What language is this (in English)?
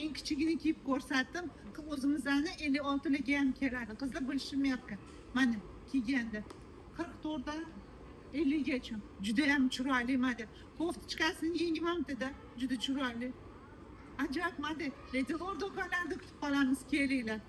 Uzbek